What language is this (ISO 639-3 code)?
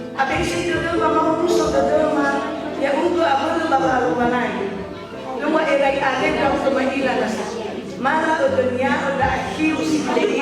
nia